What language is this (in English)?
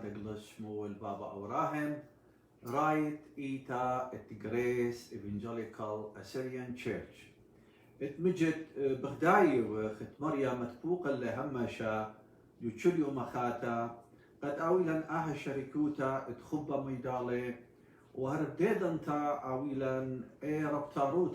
Assyrian Neo-Aramaic